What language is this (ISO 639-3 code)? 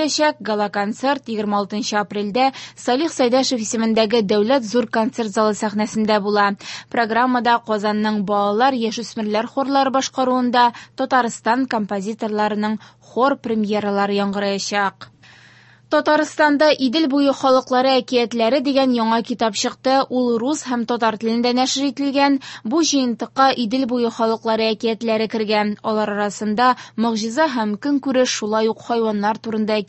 tat